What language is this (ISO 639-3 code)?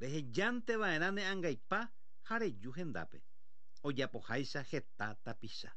grn